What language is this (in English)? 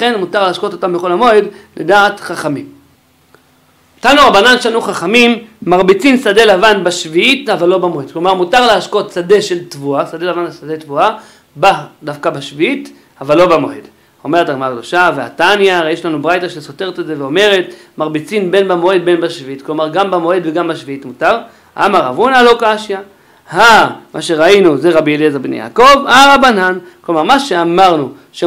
Hebrew